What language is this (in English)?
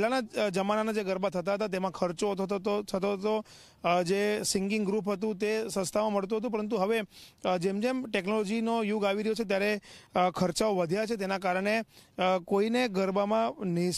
Gujarati